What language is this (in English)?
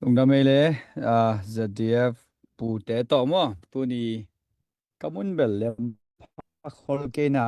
Tedim Chin